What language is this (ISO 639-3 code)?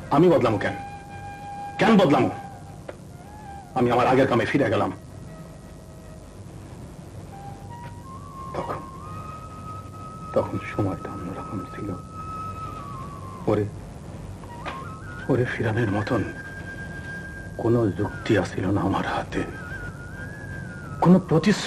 ben